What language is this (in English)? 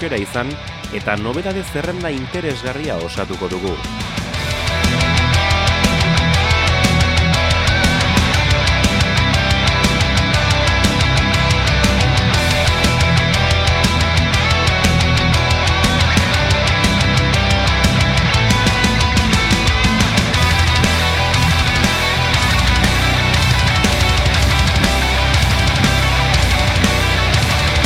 Basque